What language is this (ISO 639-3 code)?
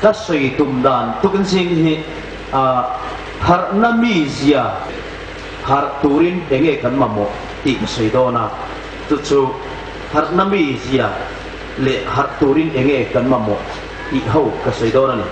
hmr